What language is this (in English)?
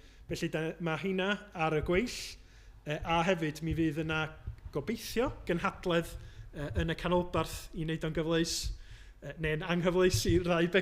Welsh